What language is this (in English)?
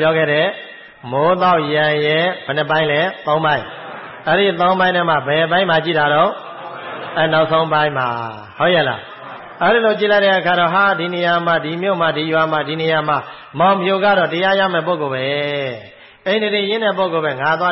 Burmese